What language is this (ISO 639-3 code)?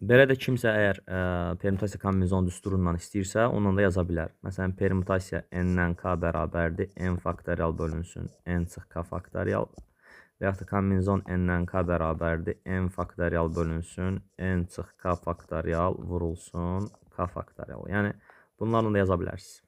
aze